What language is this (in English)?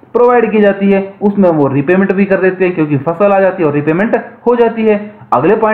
Hindi